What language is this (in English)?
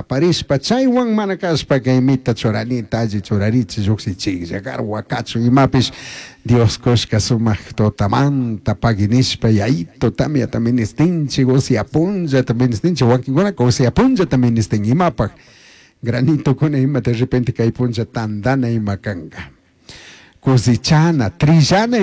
Chimborazo Highland Quichua